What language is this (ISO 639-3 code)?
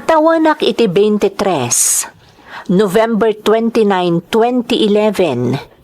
ilo